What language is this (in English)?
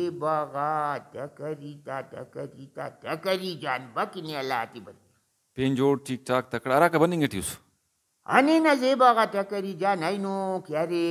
Brahui